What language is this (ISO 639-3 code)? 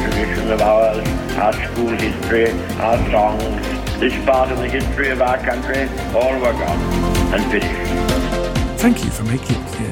eng